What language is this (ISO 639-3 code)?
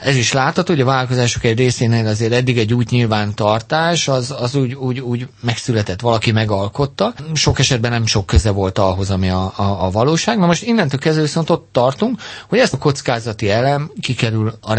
hun